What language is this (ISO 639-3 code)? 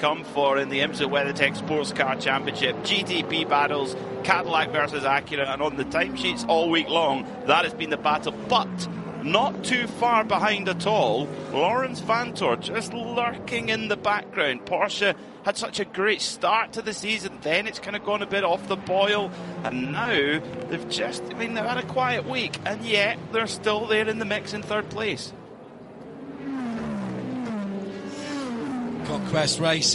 eng